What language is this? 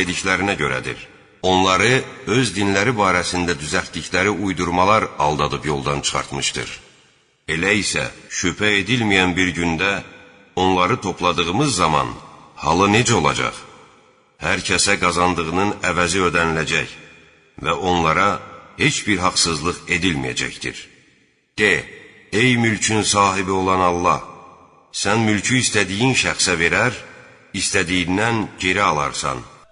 Azerbaijani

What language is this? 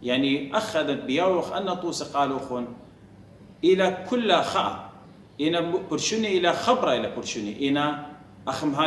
Assyrian Neo-Aramaic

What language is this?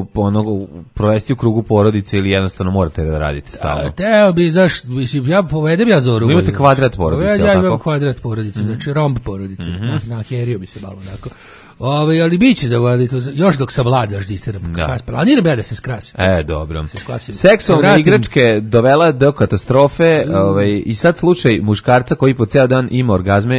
Serbian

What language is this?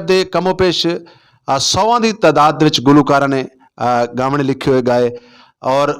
Saraiki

